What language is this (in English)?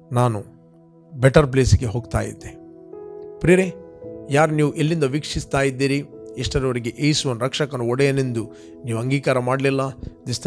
Kannada